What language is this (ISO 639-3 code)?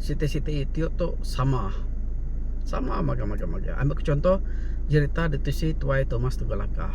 iba